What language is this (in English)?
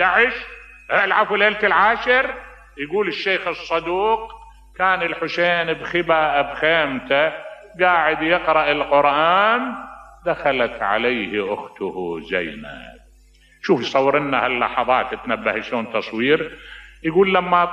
Mesopotamian Arabic